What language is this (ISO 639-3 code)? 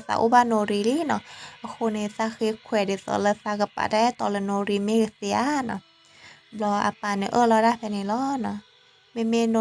ksw